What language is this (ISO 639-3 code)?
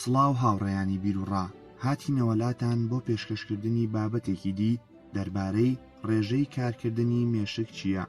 ckb